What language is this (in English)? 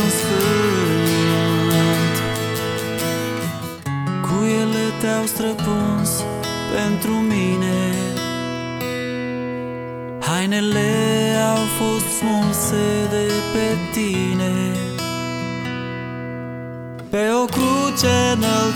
Romanian